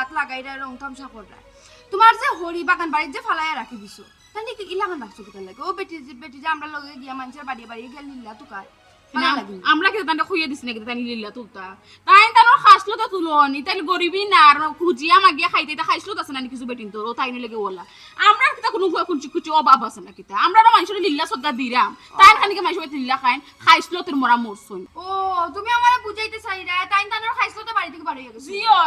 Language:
Sylheti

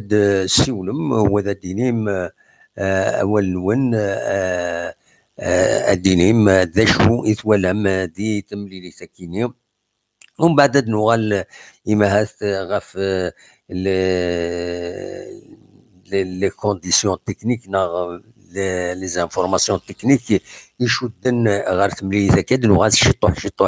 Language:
Kabyle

